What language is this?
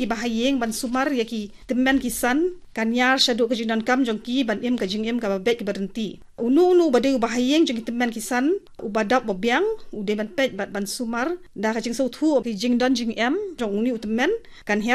Khasi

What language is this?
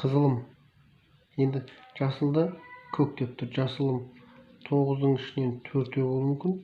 Kazakh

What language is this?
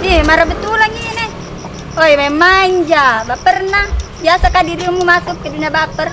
Makassar Malay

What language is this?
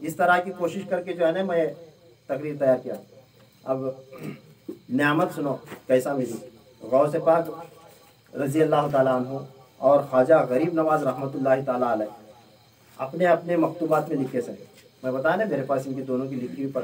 Urdu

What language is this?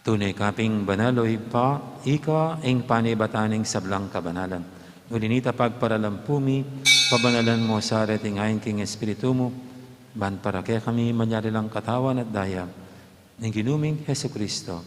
Pampanga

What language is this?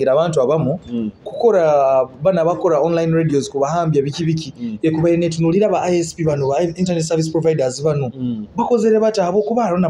Nyoro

